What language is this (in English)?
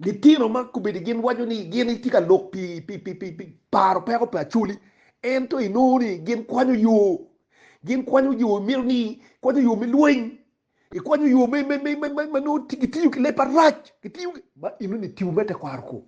Acoli